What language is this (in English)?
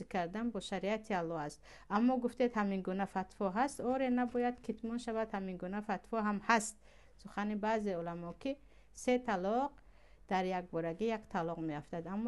Tajik